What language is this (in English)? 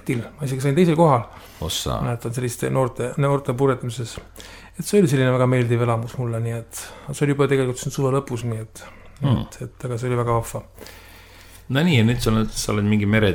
Estonian